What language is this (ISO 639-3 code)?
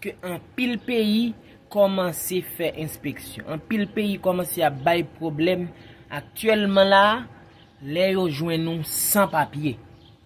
hat